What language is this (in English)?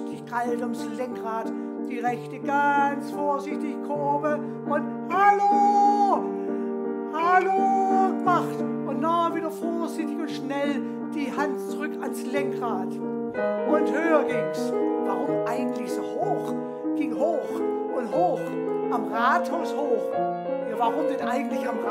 German